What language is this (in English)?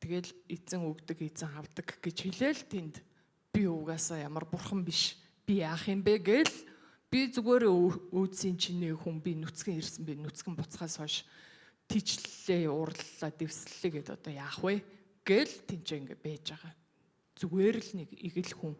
Mongolian